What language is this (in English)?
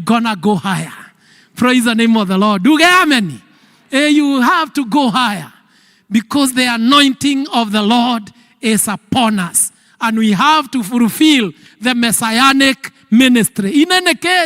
Kikuyu